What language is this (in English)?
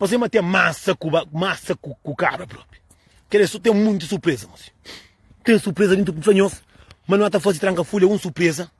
Kabuverdianu